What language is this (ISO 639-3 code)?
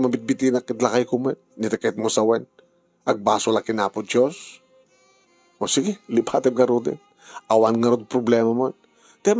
ilo